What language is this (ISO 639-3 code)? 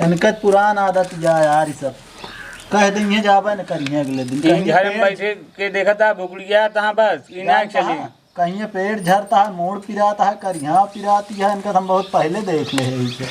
awa